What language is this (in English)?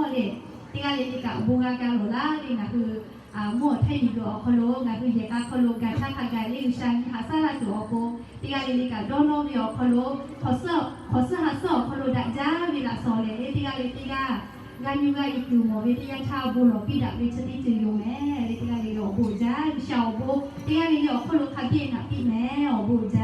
Lahu